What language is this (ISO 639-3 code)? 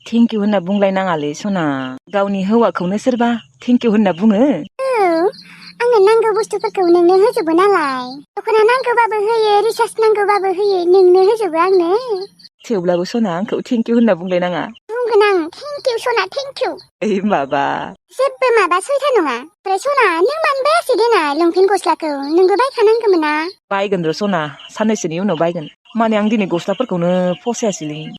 brx